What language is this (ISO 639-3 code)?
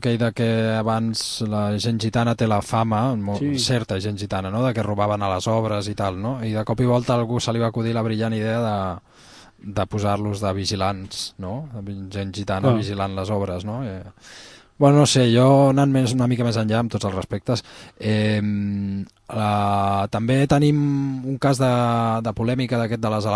cat